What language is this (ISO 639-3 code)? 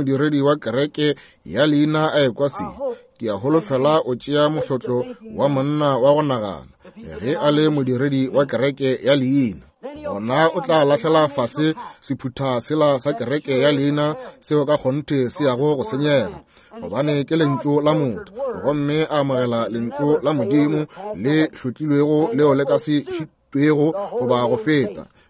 nso